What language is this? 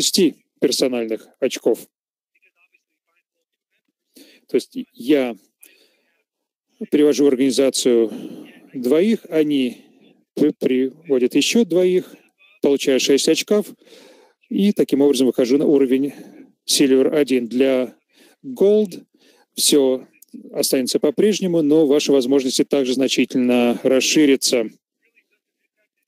Russian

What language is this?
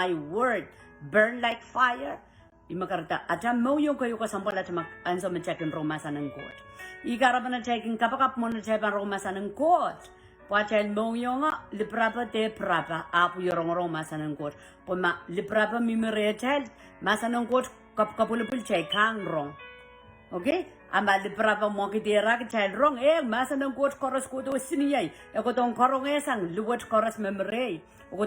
Pohnpeian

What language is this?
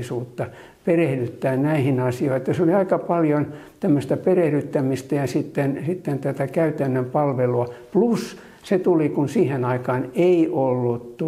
Finnish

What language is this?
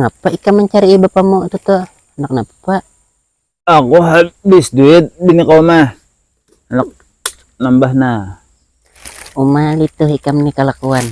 Banjar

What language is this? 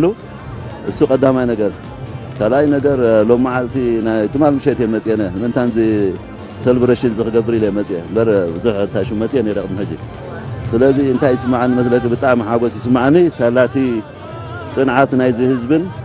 Tigrinya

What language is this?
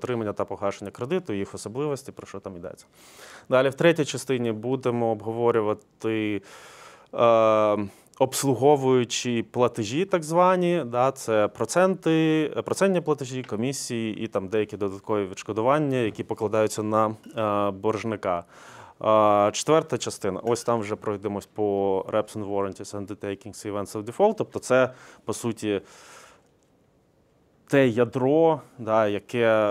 Ukrainian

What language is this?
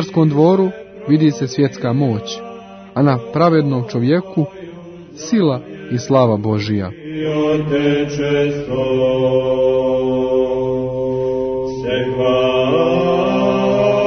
Croatian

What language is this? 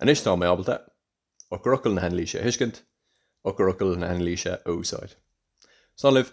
Irish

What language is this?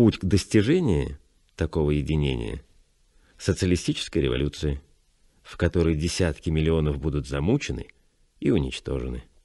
Russian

